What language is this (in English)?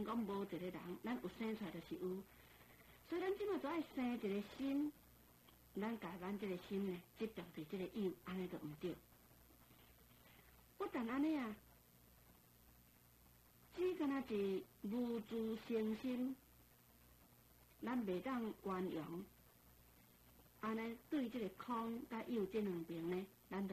Min Nan Chinese